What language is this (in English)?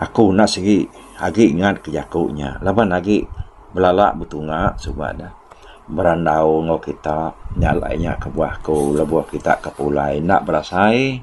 Iban